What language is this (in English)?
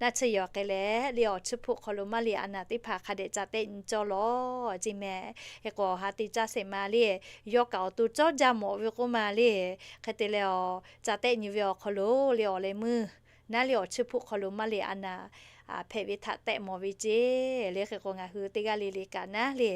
Lahu